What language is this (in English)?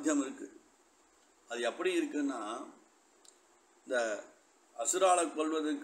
Tamil